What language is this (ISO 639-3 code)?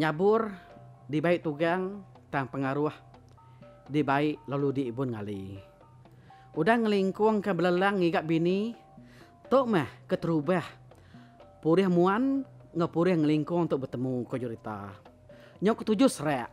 iba